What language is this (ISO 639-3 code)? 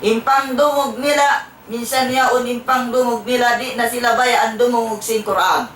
tsg